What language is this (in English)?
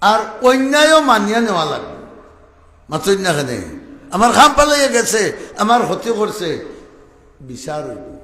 Sylheti